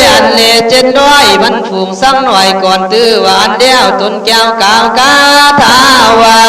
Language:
Khün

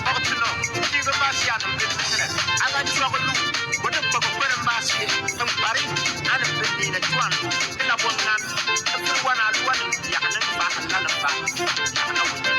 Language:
Bimoba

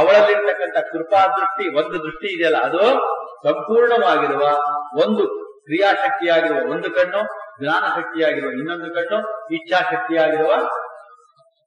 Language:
Kannada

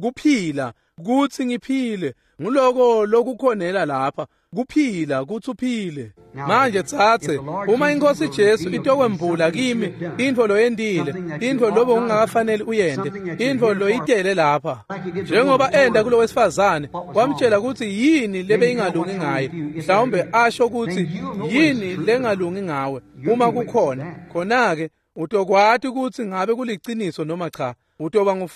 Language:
Swati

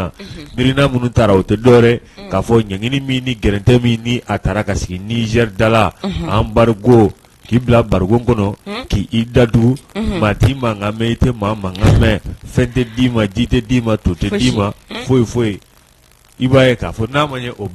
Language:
Bambara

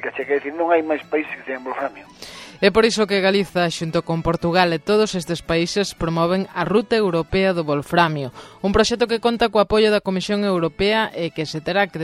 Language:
Galician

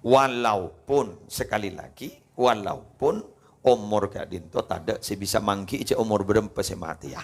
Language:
Madurese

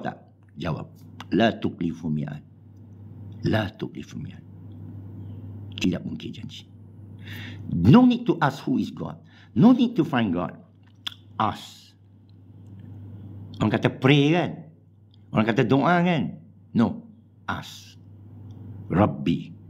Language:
Malay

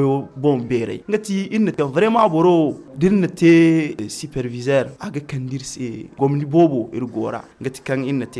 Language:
Zarma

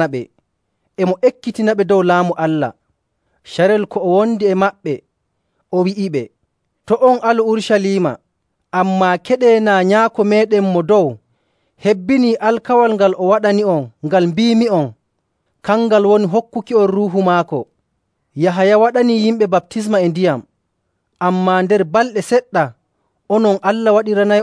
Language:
Nigerian Fulfulde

